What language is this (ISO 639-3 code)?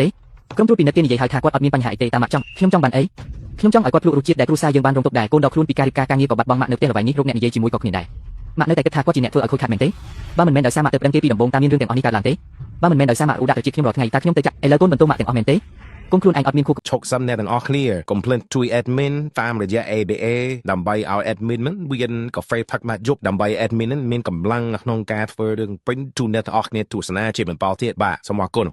khm